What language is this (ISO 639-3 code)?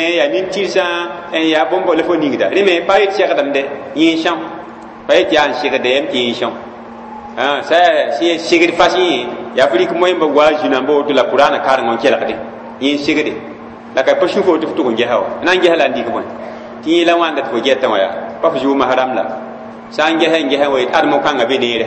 mos